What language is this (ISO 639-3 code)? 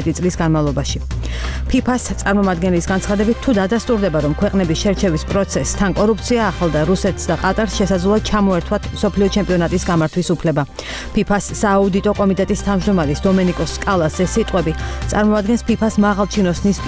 kat